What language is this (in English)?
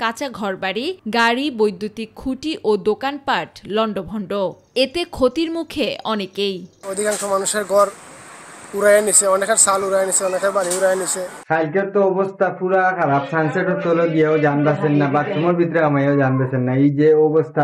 Bangla